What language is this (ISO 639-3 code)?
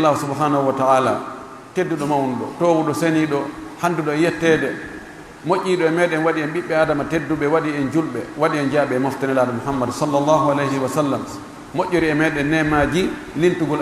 fuf